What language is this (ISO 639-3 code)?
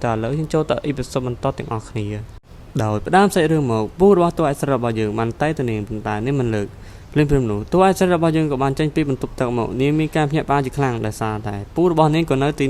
khm